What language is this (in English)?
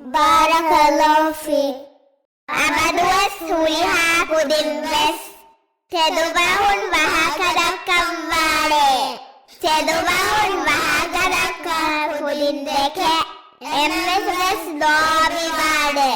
Divehi